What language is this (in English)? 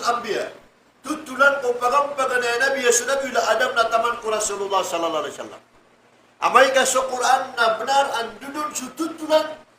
Maranao